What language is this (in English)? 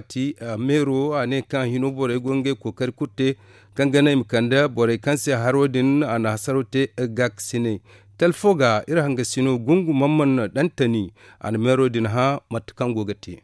Zarma